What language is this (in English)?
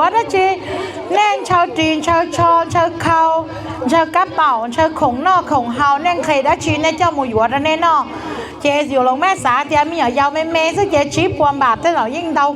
Hmong